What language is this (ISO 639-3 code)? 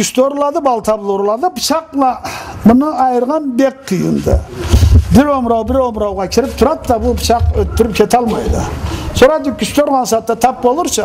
krc